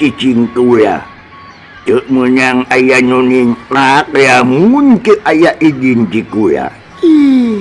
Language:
Sundanese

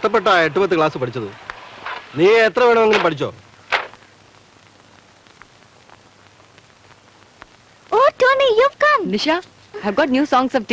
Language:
Malayalam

